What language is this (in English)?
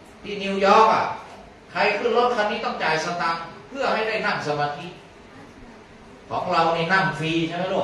Thai